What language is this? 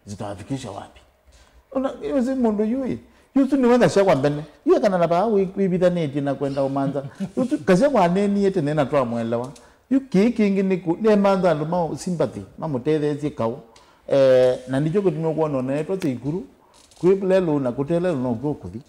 Kamba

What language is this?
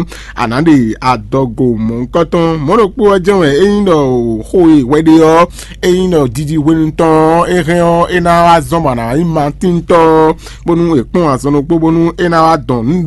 Fon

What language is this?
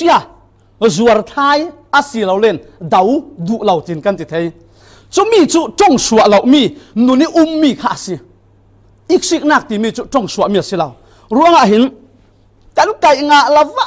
Falam Chin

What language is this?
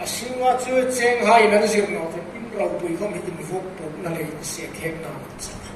Hmar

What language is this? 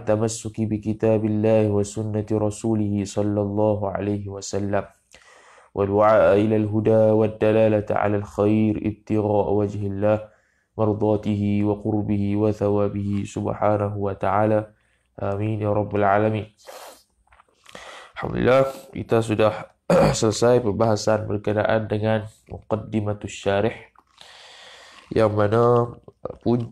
Malay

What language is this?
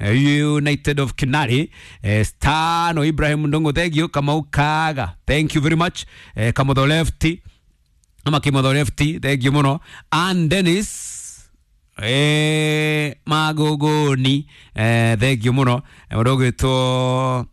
Kikuyu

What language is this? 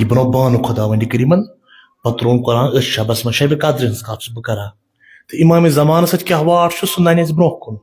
Kashmiri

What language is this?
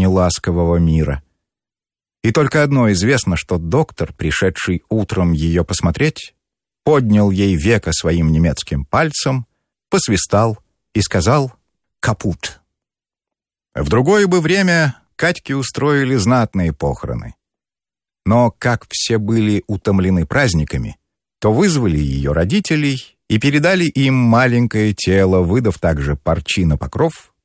Russian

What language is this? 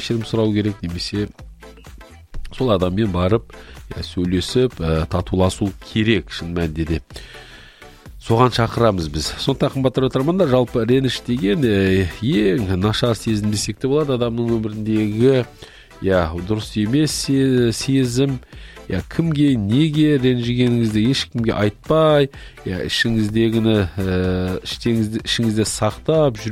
Kazakh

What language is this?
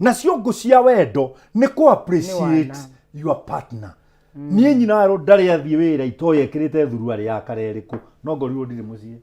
Kikuyu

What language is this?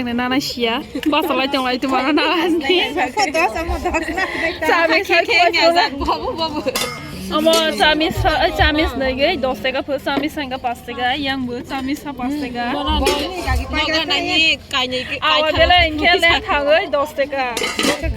Kok Borok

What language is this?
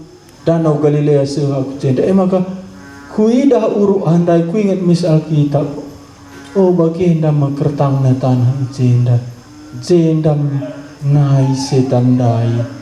Batak Karo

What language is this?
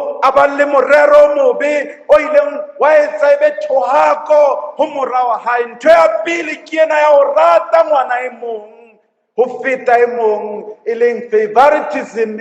Southern Sotho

